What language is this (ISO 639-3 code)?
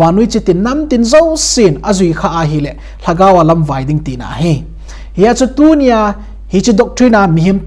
tcz